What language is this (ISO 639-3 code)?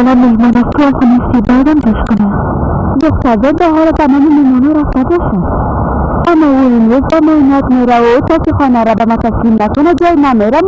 fas